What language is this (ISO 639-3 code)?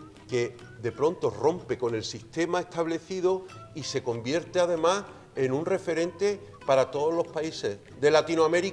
spa